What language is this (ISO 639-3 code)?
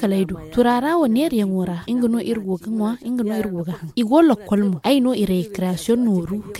dje